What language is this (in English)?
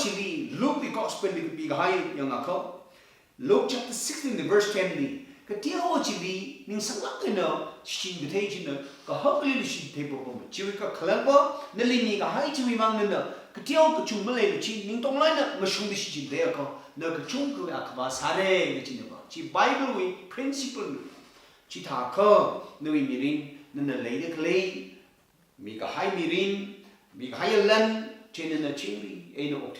Tangkhul Naga (India)